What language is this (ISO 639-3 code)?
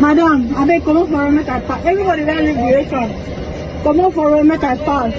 pcm